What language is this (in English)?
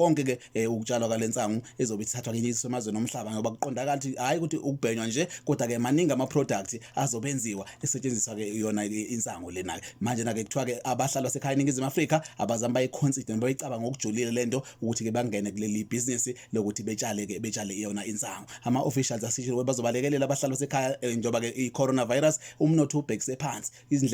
Zulu